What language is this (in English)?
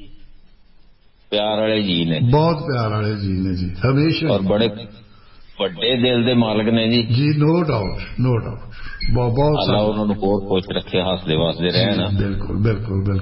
Punjabi